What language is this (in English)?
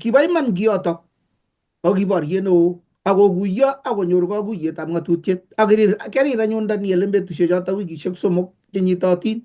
Kalenjin